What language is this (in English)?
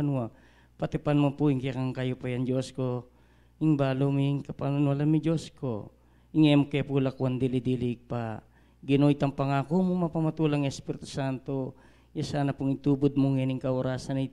Pampanga